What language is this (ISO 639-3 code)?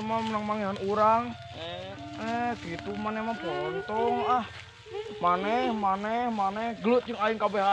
sun